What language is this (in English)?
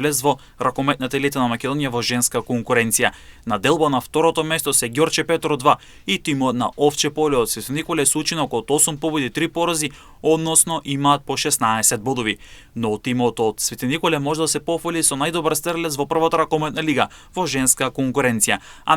Macedonian